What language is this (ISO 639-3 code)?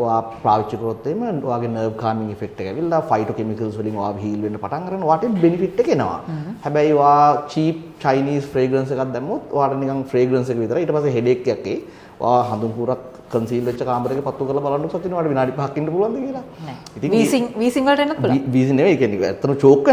sin